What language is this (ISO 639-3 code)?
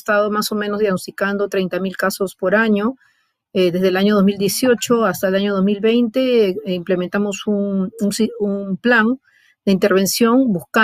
spa